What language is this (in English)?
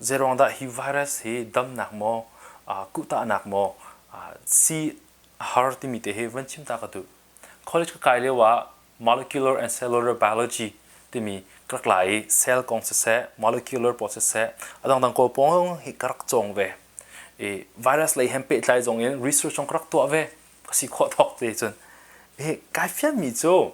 Hakha Chin